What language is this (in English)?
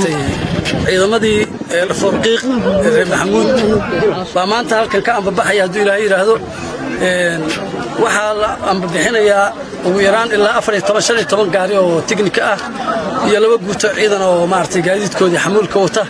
Somali